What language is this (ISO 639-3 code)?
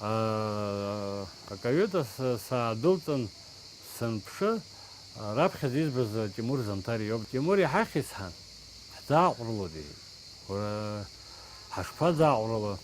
abk